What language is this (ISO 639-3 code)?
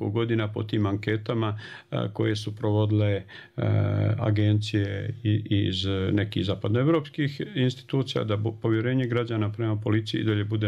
bos